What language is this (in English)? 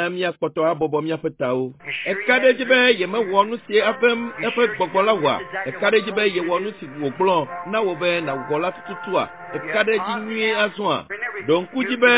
Ewe